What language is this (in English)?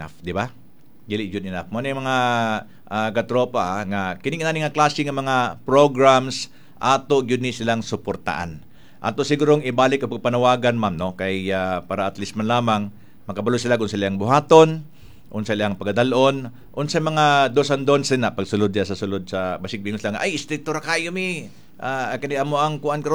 Cebuano